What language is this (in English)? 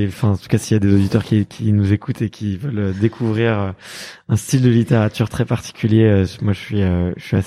French